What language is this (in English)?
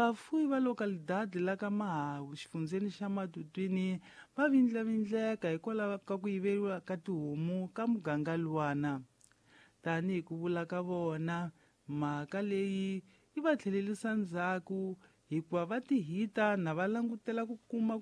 Tsonga